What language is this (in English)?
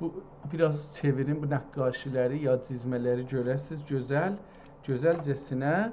South Azerbaijani